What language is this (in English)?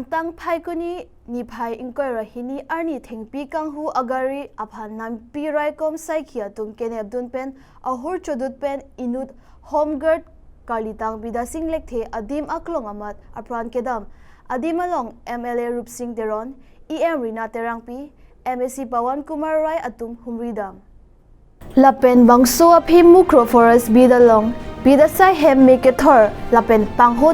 Karbi